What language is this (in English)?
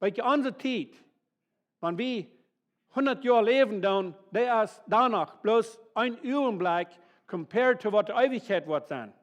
Plautdietsch